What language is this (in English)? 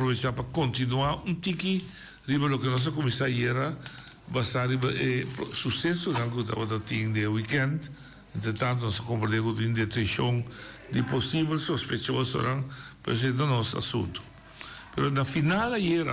Papiamento